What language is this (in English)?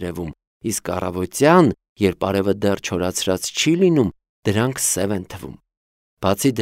Armenian